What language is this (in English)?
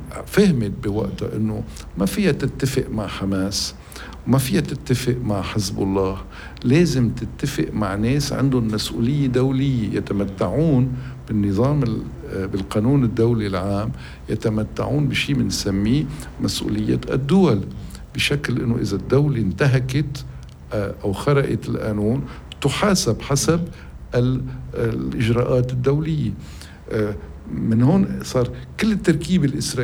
North Levantine Arabic